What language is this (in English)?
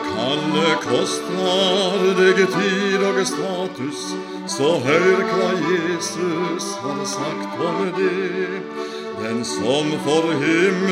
Norwegian